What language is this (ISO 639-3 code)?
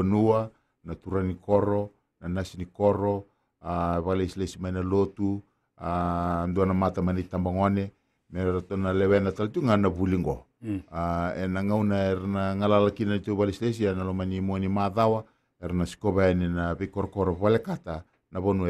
fij